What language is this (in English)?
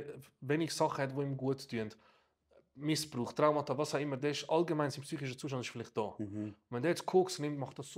Swiss German